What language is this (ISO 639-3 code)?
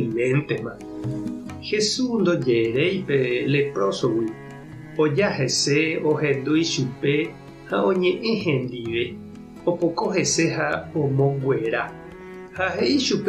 grn